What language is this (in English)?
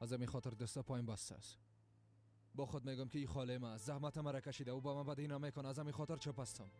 Persian